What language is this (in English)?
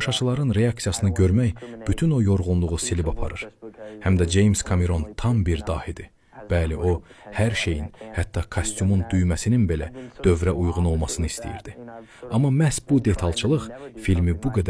Azerbaijani